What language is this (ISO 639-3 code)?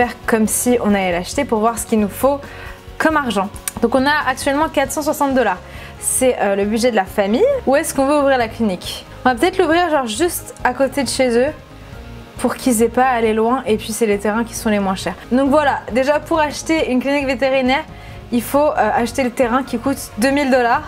fra